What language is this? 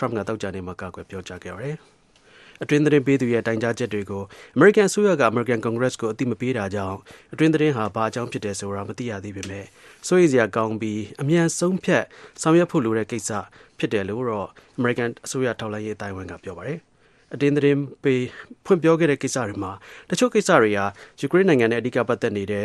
Burmese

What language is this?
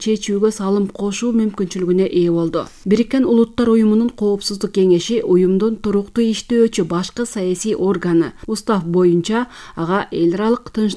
Kyrgyz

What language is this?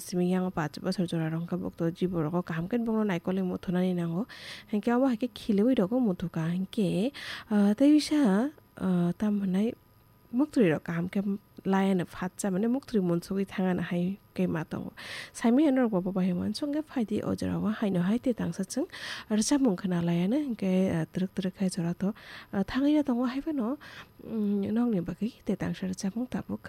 Kok Borok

